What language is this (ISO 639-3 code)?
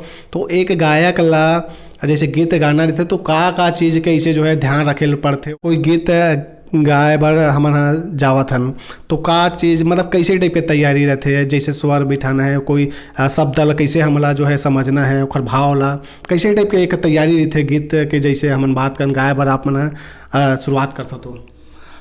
hne